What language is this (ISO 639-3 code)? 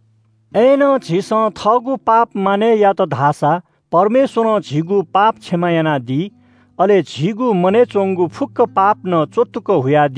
new